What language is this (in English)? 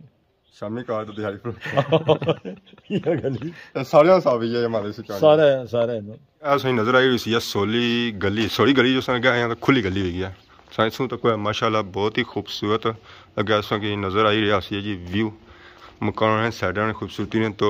Pahari-Potwari